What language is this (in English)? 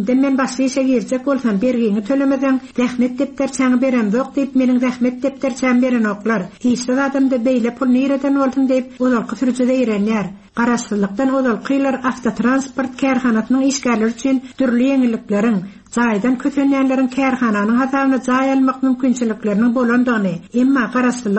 Turkmen